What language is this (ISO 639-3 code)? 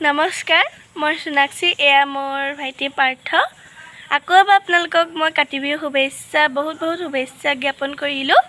asm